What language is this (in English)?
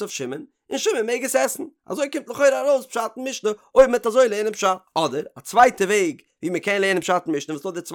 Yiddish